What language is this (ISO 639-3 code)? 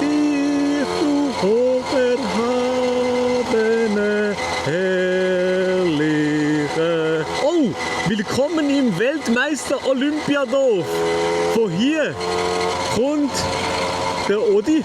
gsw